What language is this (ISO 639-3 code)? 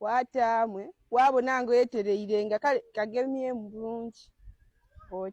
lug